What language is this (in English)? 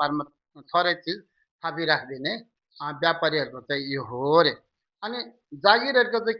Nepali